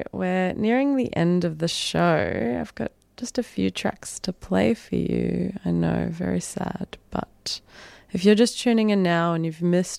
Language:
English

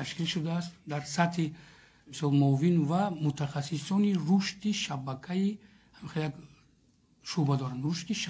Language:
Tajik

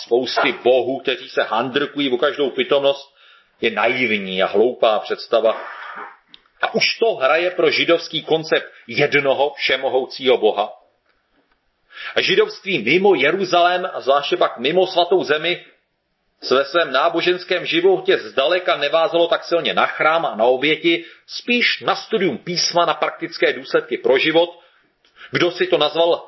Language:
Czech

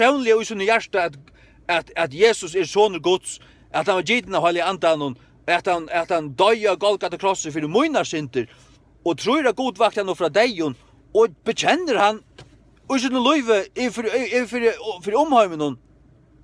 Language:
Faroese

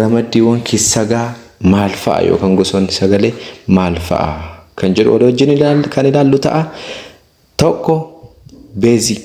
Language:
Oromo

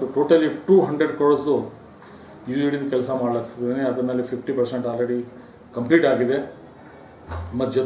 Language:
Kannada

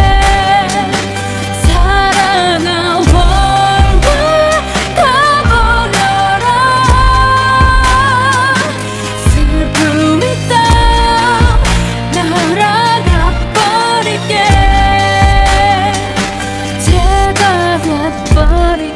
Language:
Korean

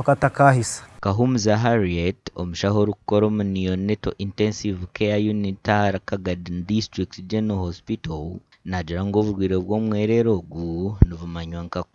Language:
Nyankole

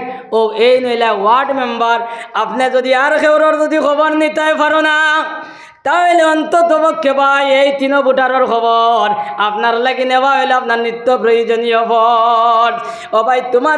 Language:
Sylheti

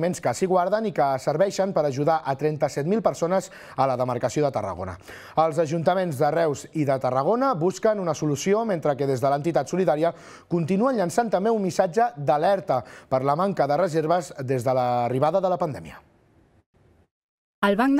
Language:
Catalan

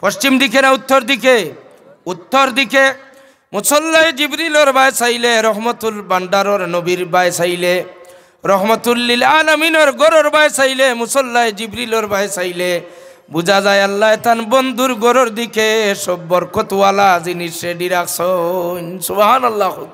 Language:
Sylheti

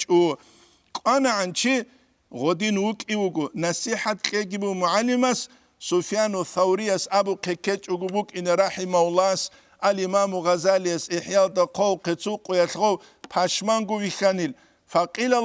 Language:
Avaric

